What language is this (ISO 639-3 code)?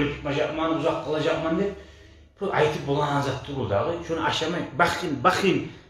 kum